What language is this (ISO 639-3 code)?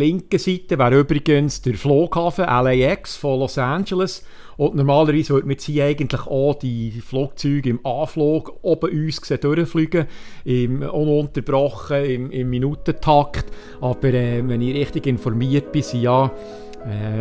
gsw